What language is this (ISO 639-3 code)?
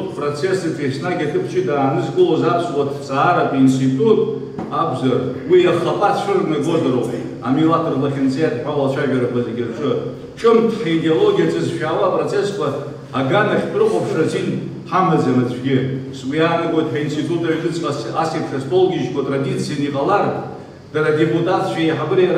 abk